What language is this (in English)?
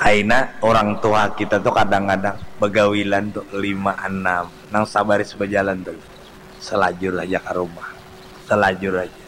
Banjar